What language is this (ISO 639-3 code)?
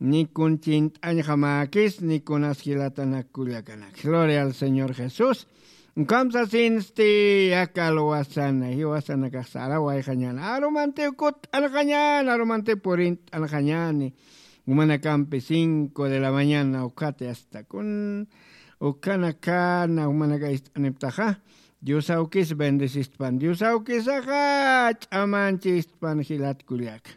aym